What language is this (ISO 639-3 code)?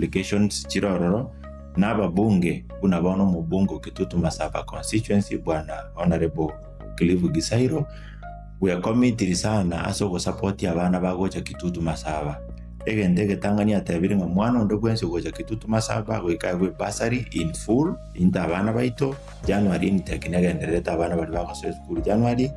guz